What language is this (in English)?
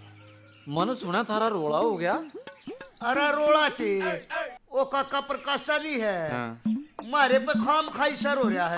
Haryanvi